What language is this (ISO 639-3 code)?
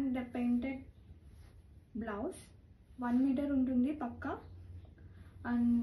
tel